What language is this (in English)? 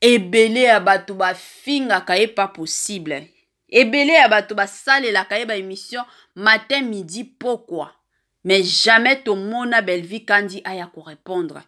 Lingala